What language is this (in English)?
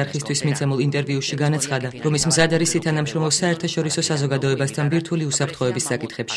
Georgian